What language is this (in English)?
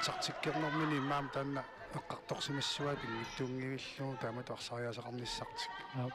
Kalaallisut